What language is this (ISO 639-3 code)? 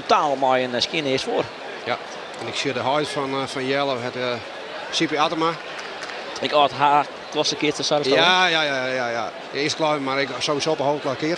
fry